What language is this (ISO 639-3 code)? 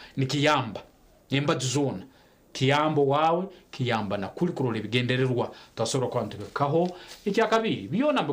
nyn